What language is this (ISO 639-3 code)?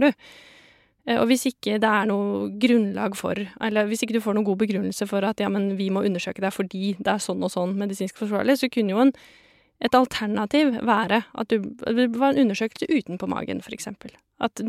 nor